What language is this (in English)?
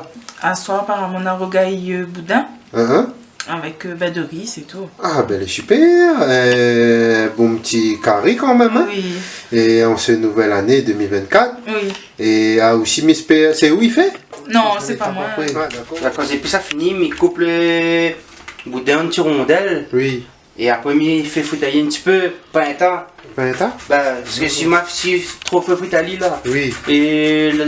Réunion Creole French